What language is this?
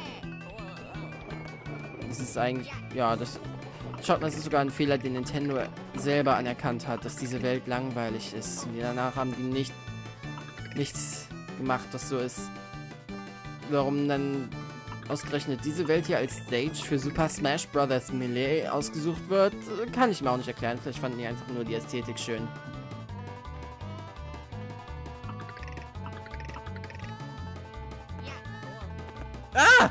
German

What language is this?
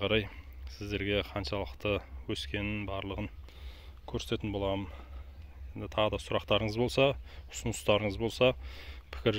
Kazakh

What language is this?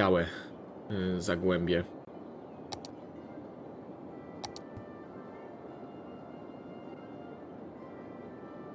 Polish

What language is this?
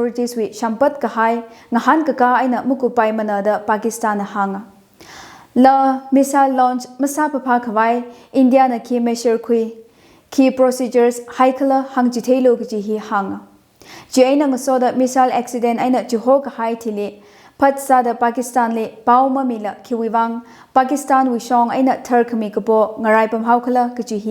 Tangkhul Naga (India)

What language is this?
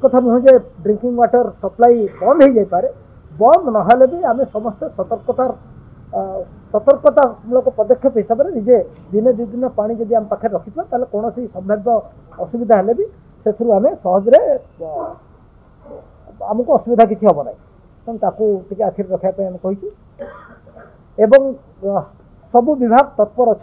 Odia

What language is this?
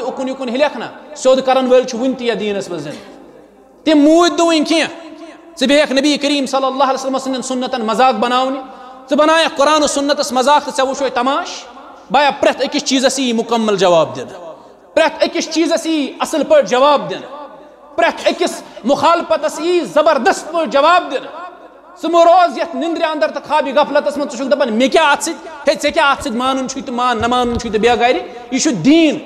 Kashmiri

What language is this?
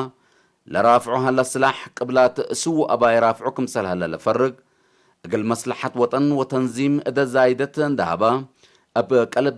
Tigre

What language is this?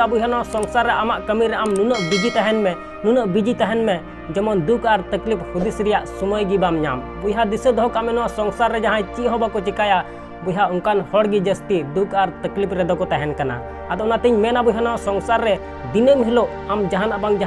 Santali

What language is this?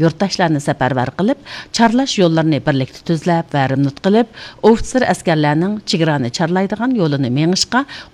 Uyghur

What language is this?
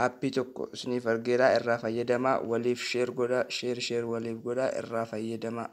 Oromo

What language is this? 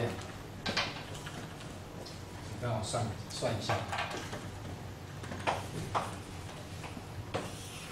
Chinese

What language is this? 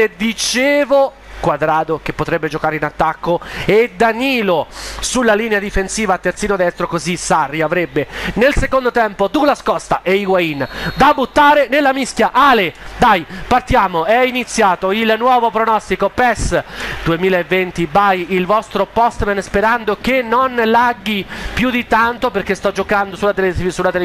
Italian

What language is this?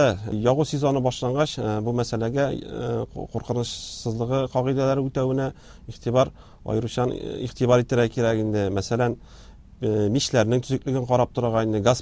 Tatar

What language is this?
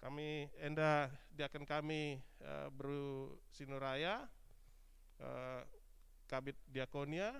Batak Karo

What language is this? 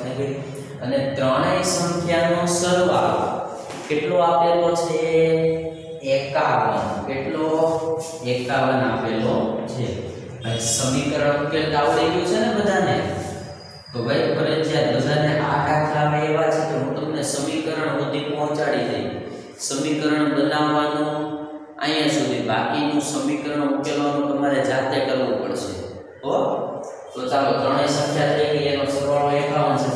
Gujarati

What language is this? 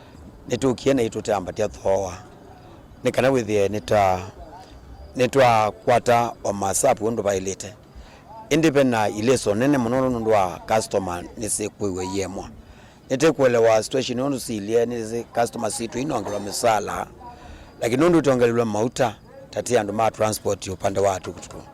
Kamba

